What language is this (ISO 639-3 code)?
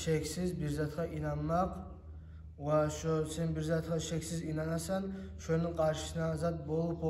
kum